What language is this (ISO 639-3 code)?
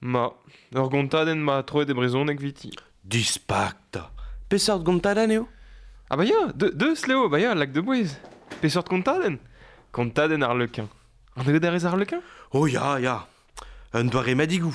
bre